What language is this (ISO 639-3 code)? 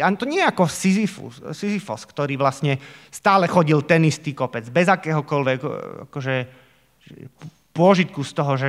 slk